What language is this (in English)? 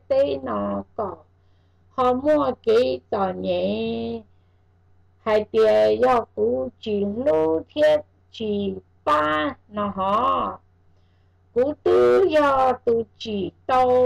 Vietnamese